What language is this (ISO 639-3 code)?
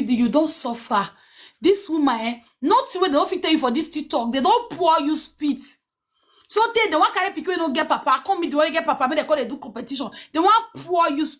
pcm